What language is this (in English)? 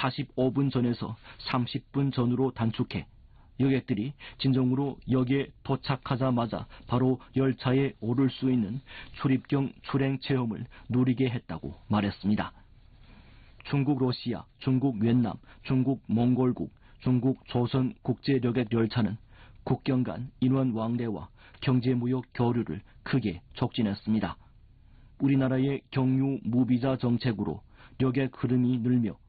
Korean